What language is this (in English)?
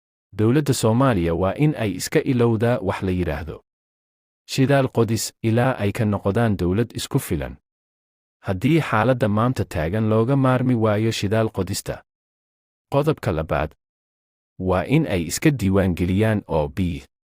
Somali